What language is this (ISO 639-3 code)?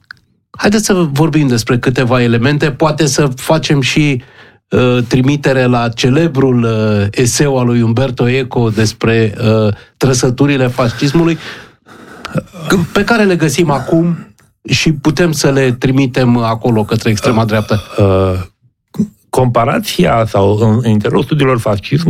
ron